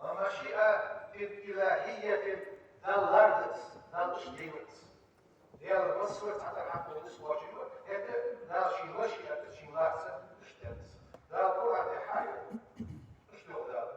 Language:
Ingush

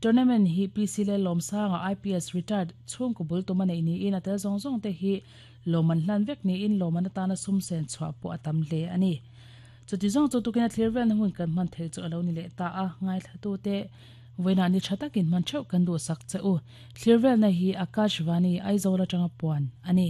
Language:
Mizo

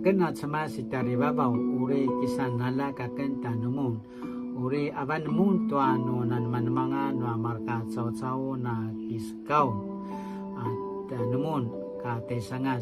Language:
Paiwan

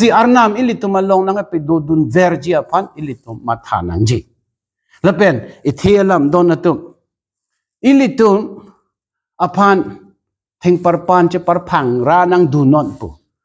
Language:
Karbi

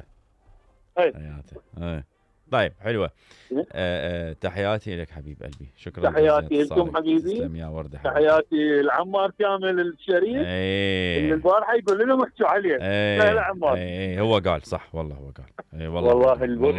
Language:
Mesopotamian Arabic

